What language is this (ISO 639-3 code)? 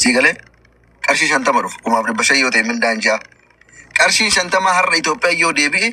orm